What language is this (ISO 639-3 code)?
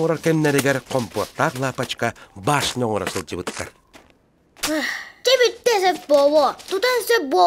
sah